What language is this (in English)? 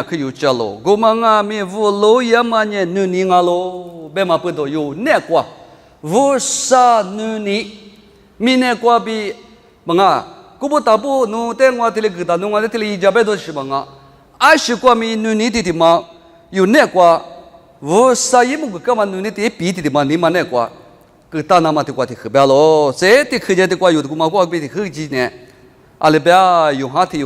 Lisu